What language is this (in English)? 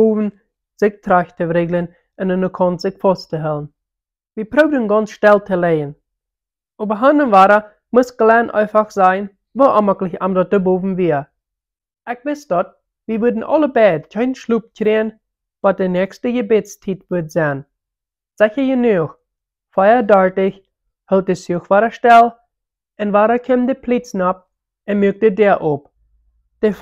Plautdietsch